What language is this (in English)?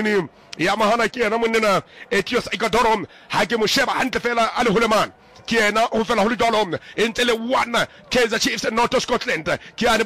Southern Sotho